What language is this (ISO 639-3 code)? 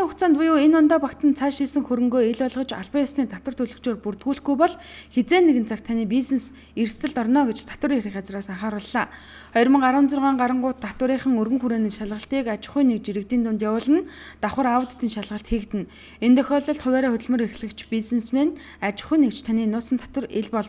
mon